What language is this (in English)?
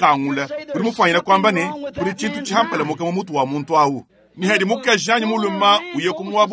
Luba-Lulua